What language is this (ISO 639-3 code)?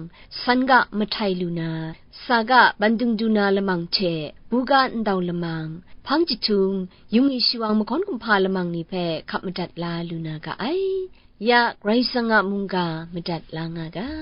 kac